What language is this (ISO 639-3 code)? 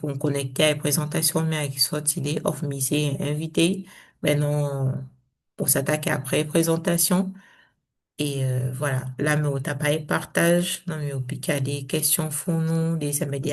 srm